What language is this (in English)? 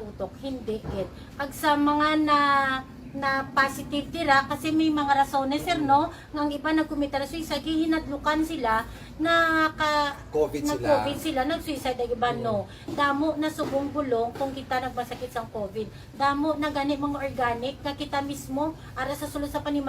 Hiligaynon